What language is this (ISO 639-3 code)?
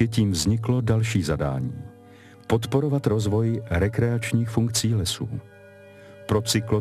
ces